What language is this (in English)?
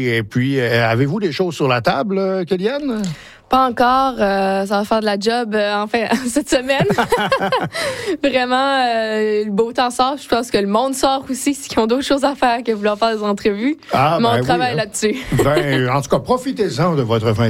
French